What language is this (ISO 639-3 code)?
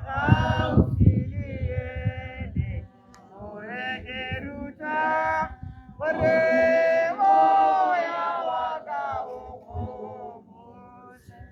tsn